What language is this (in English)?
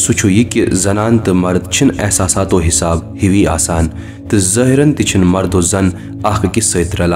Kashmiri